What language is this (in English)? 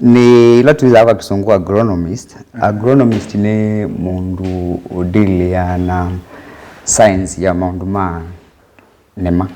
Kamba